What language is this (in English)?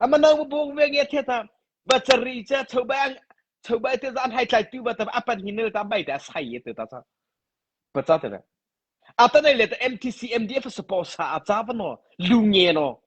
Mara Chin